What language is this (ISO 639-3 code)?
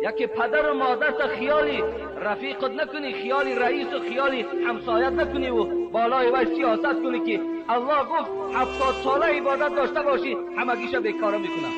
tgk